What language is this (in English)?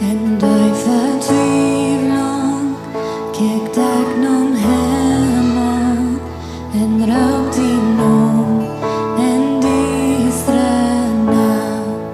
Plautdietsch